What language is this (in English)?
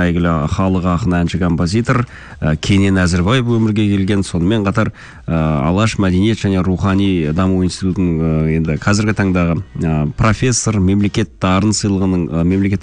Kazakh